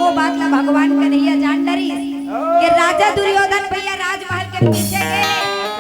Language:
Chhattisgarhi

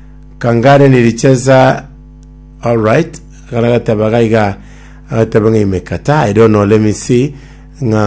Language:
Gusii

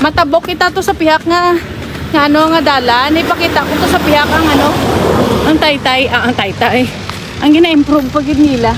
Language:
Hiligaynon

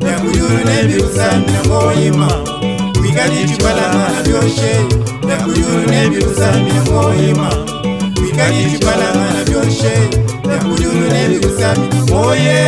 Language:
Luba-Lulua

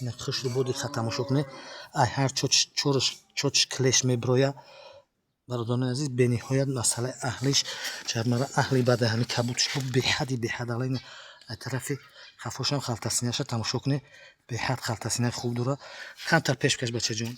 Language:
Tajik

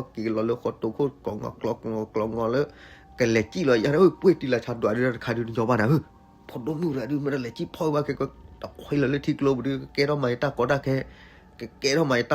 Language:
S'gaw Karen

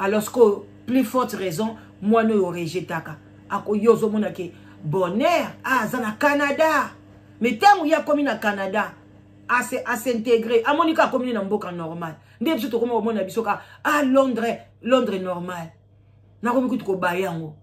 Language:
Lingala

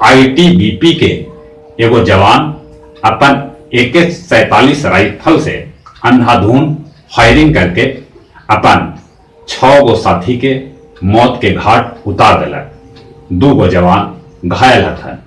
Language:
Magahi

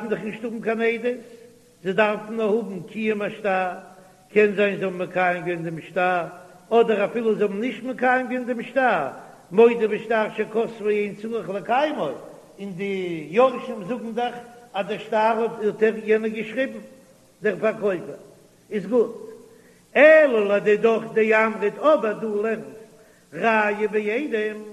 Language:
Yiddish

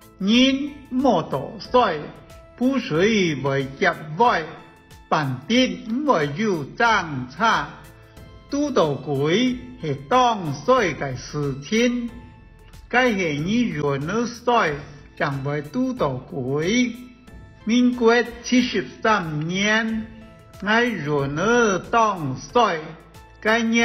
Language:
Hakka Chinese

